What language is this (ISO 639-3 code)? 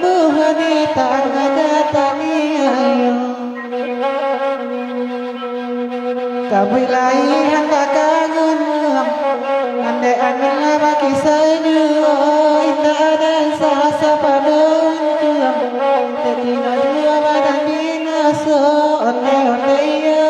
min